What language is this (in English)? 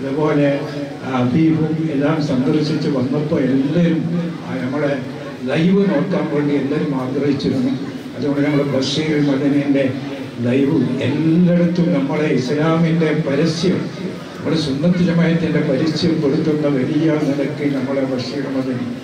Malayalam